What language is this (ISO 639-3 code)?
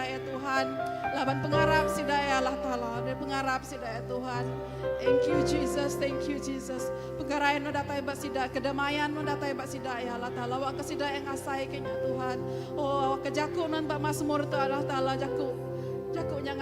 iba